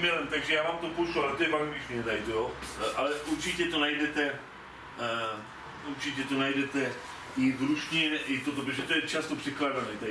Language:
Czech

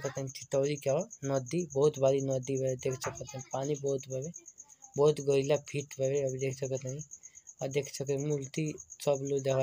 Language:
Bhojpuri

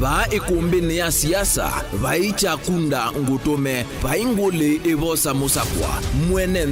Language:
Kamba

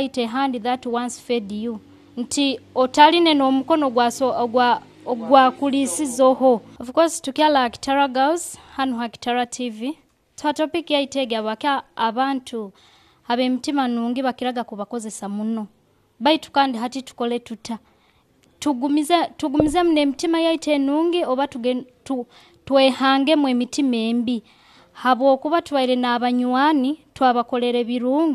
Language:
Nyoro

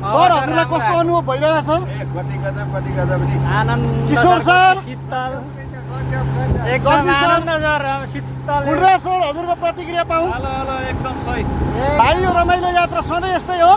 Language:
Nepali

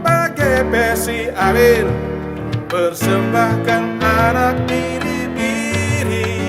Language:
Batak Karo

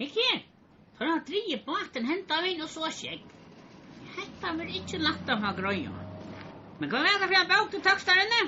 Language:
Faroese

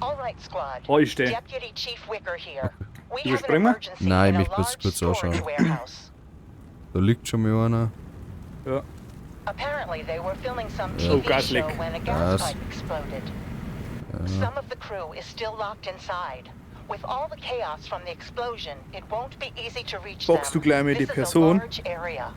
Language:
Bavarian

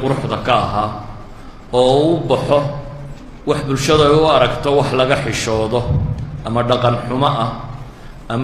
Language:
Somali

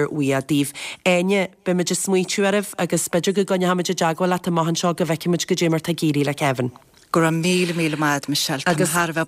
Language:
Irish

